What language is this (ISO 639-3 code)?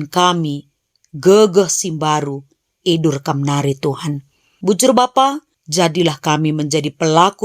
btx